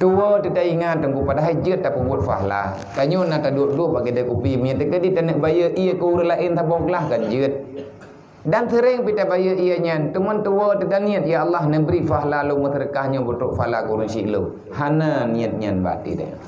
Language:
Achinese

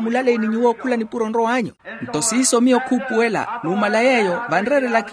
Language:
Makhuwa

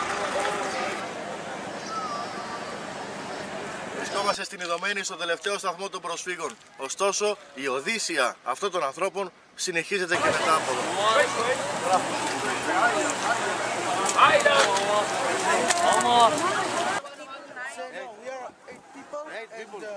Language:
Greek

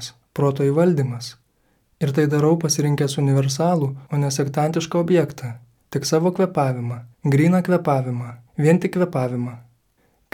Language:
Lithuanian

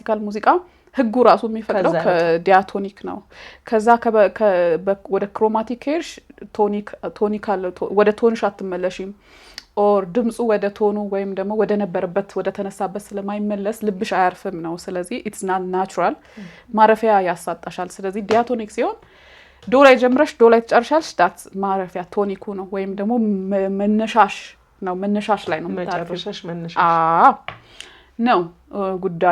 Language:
Amharic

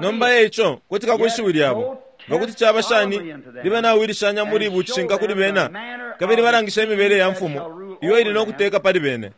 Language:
Bemba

